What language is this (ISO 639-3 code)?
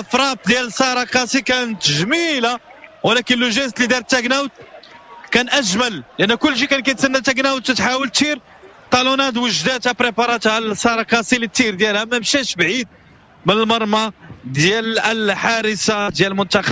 ary